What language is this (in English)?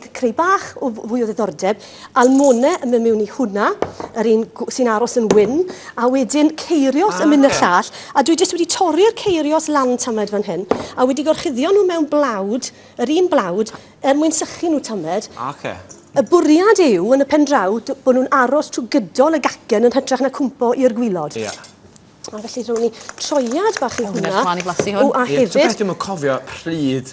Welsh